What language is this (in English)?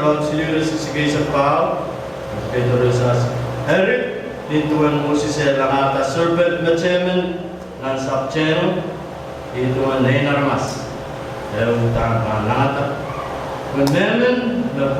Pohnpeian